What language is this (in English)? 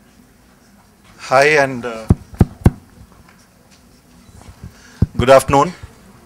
English